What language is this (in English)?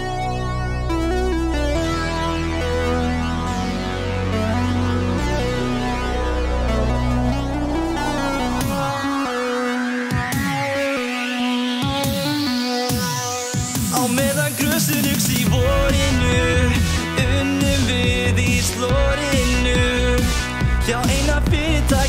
Icelandic